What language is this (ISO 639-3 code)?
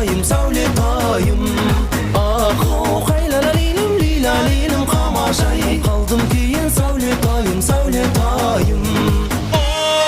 kaa